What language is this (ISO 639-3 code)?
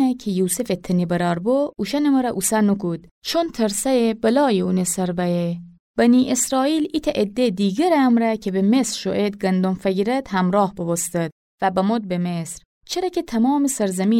glk